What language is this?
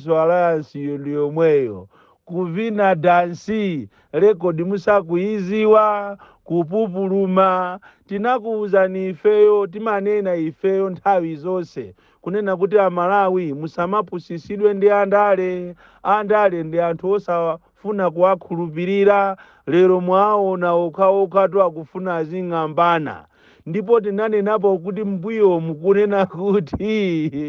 Nyanja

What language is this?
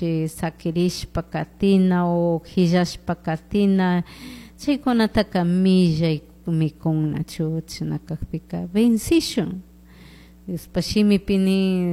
Chimborazo Highland Quichua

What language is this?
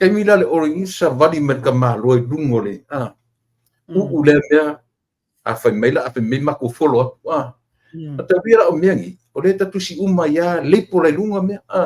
Samoan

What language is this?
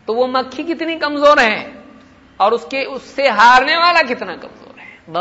Urdu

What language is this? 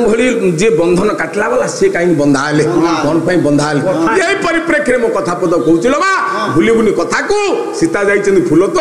Odia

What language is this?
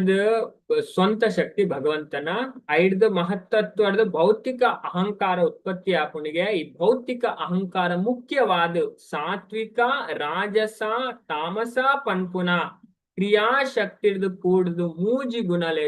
Tulu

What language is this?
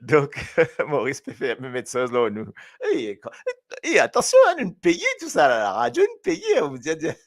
Morisyen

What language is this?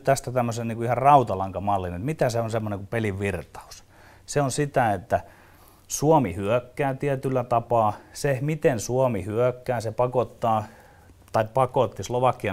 Finnish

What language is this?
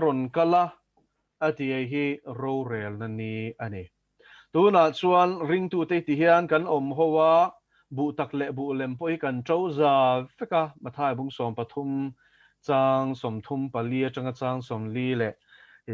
Mizo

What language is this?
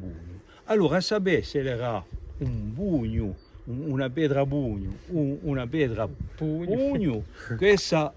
Corsican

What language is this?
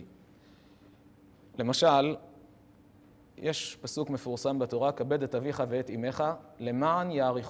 Hebrew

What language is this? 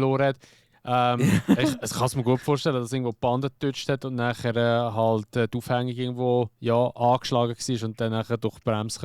Swiss German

